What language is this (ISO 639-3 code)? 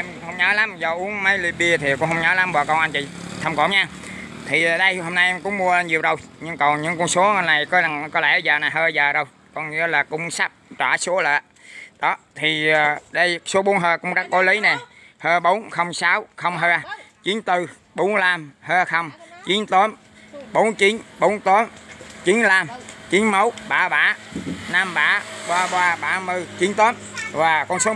vie